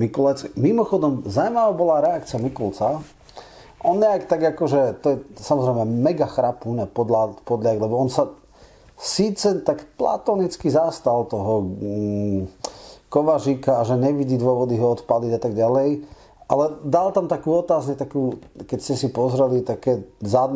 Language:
Slovak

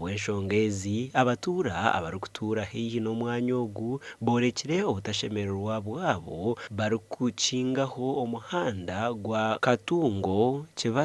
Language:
Nyankole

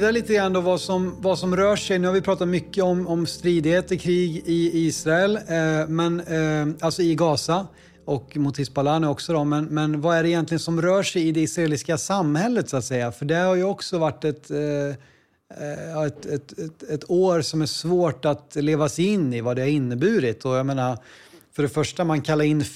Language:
Swedish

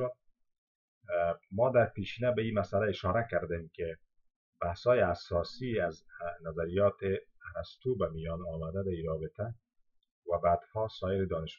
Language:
Persian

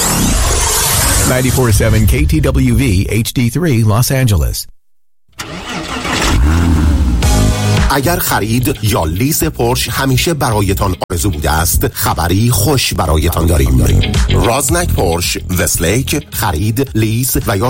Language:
Persian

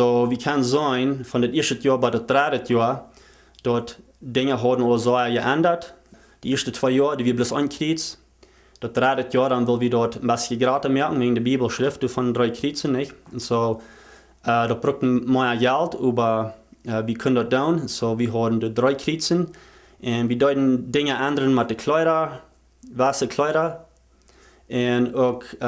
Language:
Plautdietsch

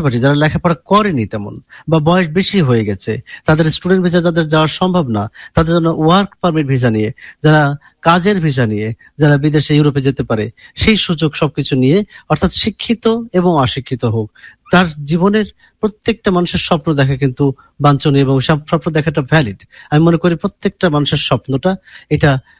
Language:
Bangla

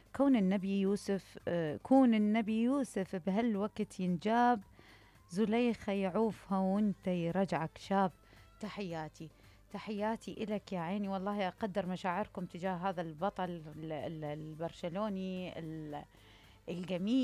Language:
Mesopotamian Arabic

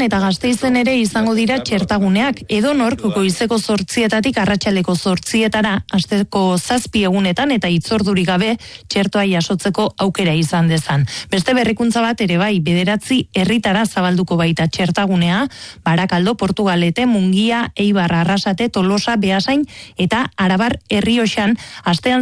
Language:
Basque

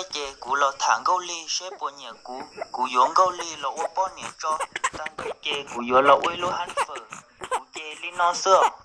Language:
Hmong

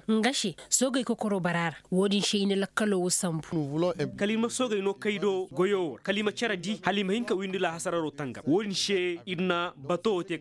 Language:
Koyraboro Senni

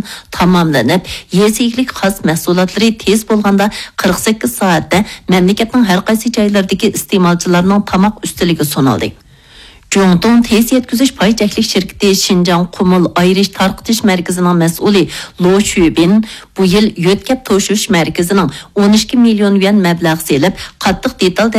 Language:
Uyghur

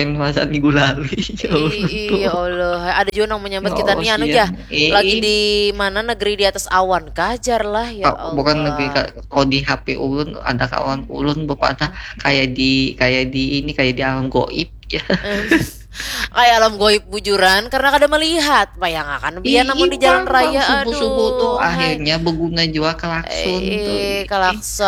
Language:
Banjar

